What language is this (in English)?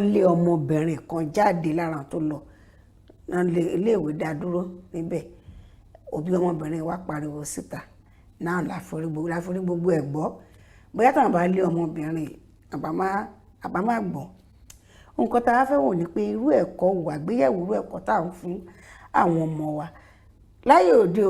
Yoruba